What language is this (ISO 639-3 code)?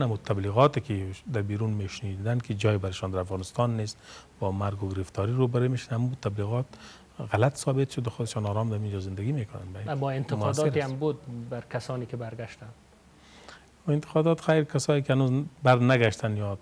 fas